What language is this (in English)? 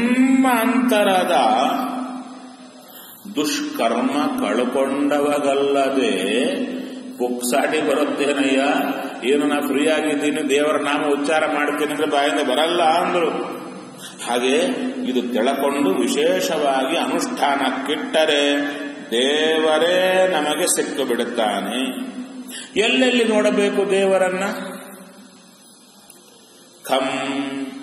Kannada